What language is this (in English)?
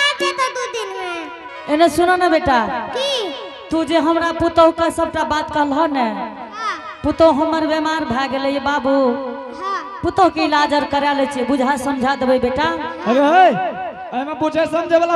Angika